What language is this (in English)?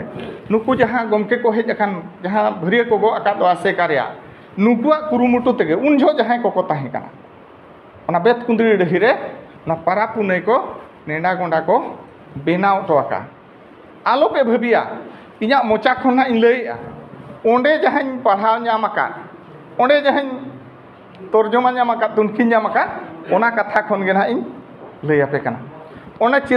Santali